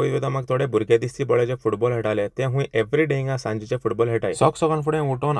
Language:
Konkani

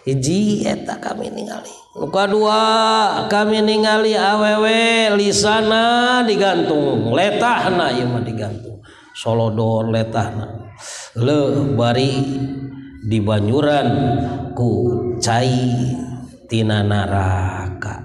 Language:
Sundanese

